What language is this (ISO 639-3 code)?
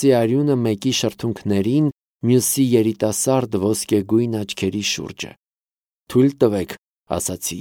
hye